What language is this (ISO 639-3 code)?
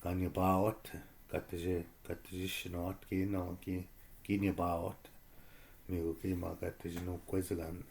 ciw